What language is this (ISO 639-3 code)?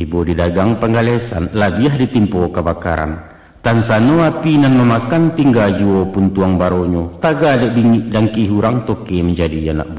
min